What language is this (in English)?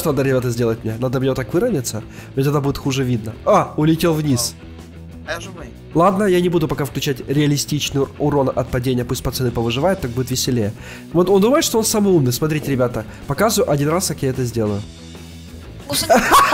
Russian